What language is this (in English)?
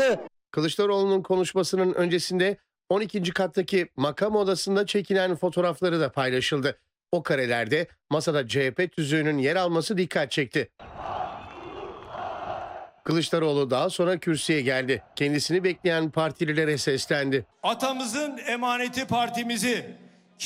Turkish